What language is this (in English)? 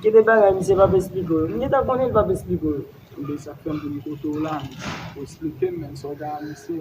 Haitian Creole